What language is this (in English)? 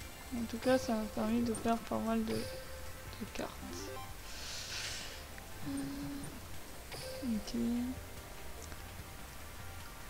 French